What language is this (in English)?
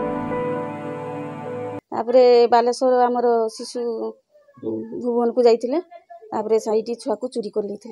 Odia